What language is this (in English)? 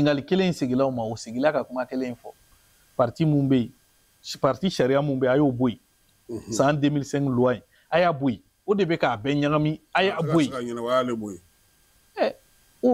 Bambara